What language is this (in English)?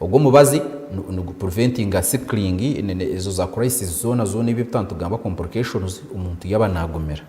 Nyankole